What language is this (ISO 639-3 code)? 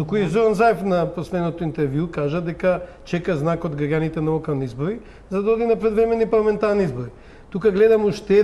mkd